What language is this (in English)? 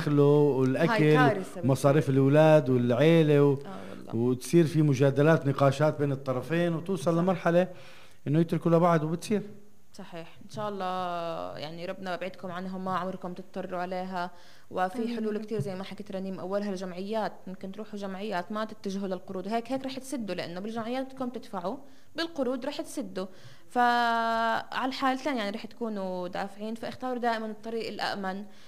North Levantine Arabic